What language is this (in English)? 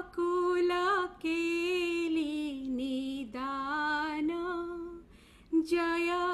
Odia